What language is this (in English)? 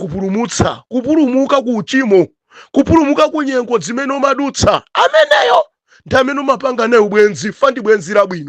Nyanja